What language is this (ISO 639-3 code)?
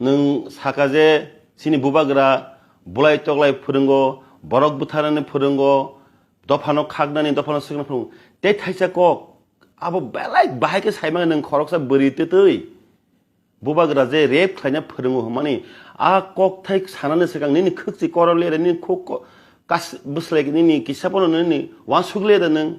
trp